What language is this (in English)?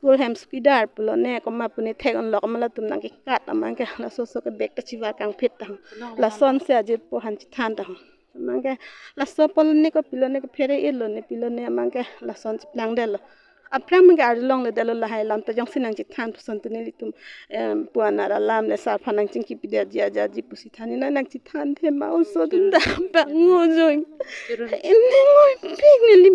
Karbi